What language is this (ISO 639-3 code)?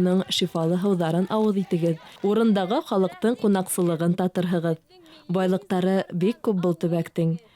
bak